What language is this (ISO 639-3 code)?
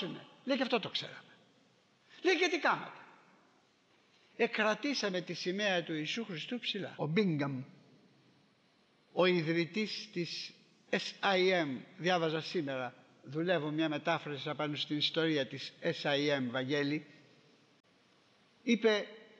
ell